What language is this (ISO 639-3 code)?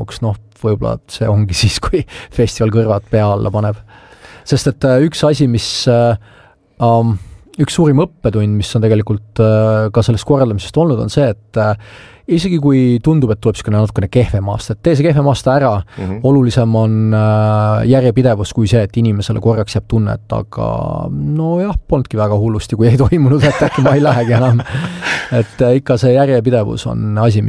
est